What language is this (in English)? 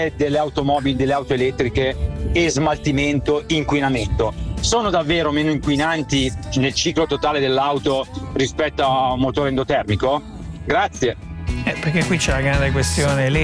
Italian